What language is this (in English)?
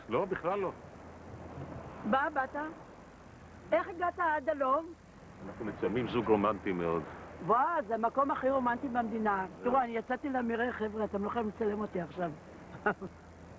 Hebrew